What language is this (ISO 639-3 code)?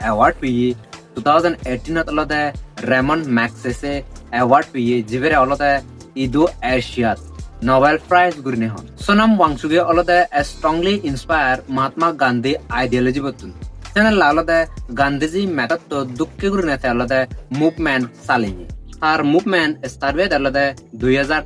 ccp